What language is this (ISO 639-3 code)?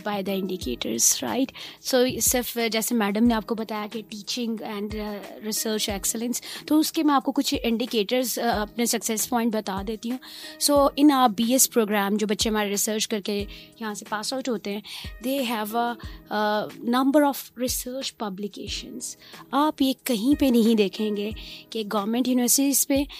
urd